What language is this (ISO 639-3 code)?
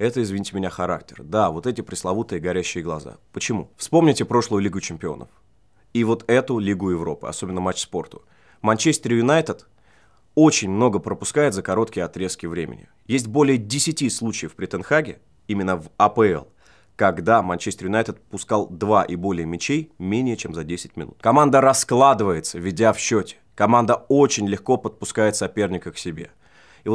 rus